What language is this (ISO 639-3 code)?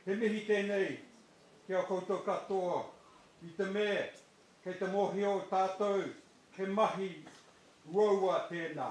mri